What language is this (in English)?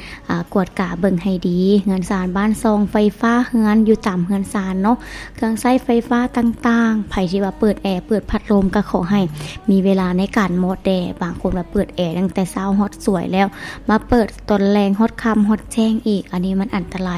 Lao